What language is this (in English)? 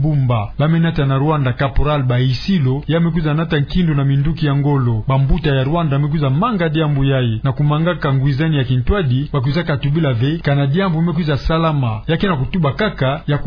Kituba (Democratic Republic of Congo)